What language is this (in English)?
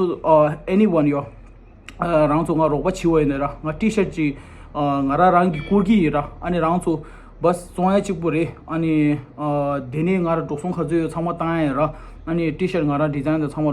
Tibetan